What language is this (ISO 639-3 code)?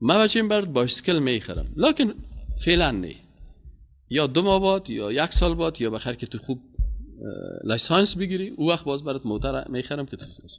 fas